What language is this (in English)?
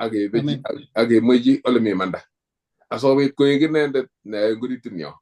Kalenjin